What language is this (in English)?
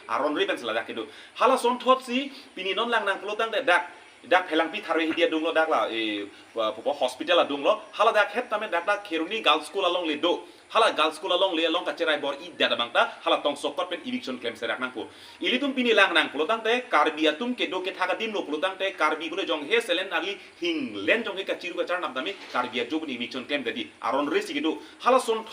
Karbi